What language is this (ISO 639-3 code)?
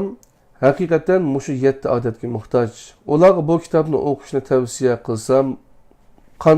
uig